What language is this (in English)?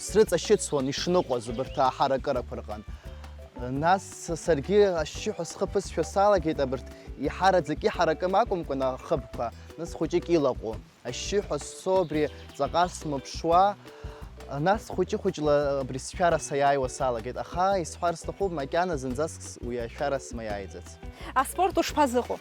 Abkhazian